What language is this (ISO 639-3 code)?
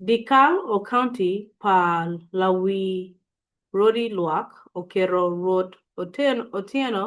ach